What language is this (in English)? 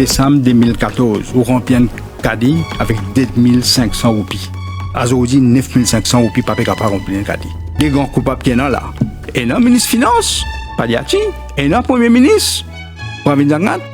Morisyen